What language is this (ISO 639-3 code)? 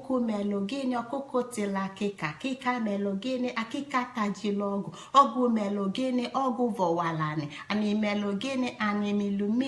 ibo